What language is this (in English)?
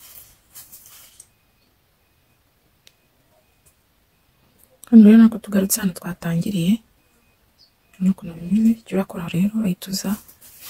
Kinyarwanda